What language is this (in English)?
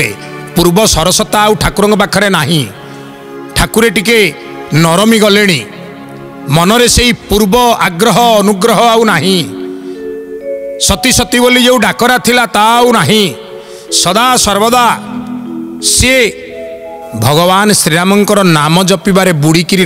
Odia